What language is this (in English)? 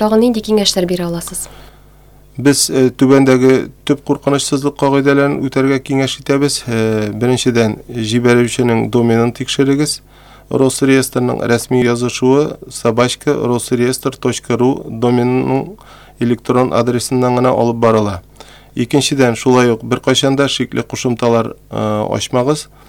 Tatar